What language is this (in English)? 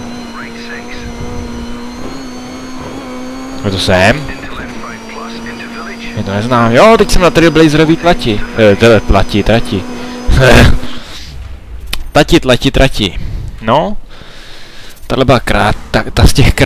Czech